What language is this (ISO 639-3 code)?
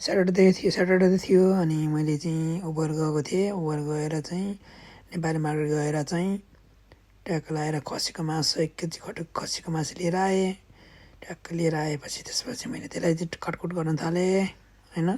nep